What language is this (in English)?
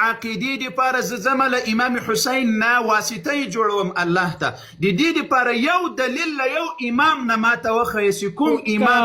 Pashto